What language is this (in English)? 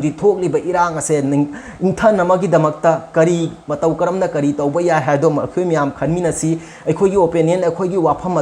Manipuri